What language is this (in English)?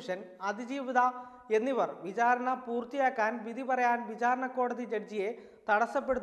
Malayalam